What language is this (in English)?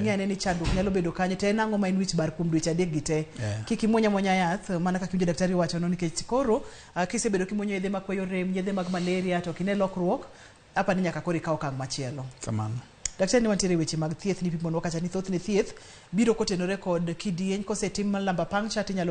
Luo (Kenya and Tanzania)